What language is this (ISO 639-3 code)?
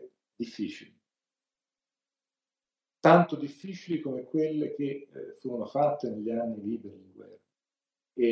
ita